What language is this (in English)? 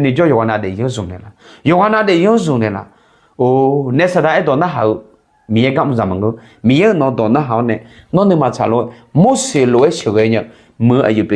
Akha